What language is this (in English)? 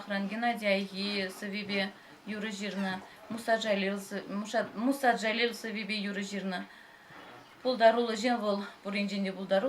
Chuvash